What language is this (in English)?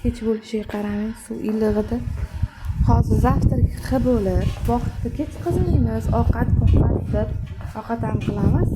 Uzbek